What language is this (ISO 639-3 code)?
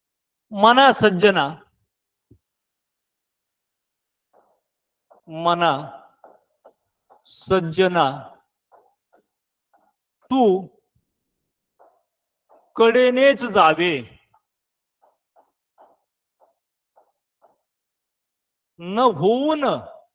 mar